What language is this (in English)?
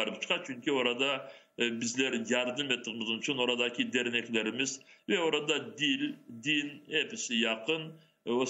Crimean Tatar